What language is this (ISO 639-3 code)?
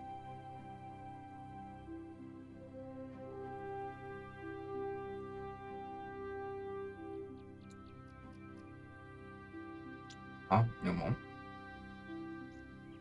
hun